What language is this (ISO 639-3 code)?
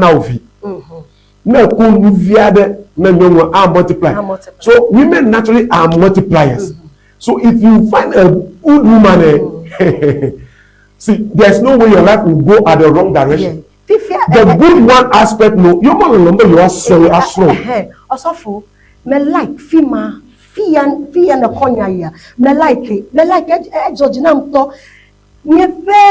ewe